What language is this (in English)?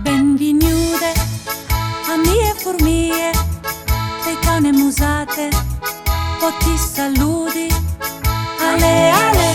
Friulian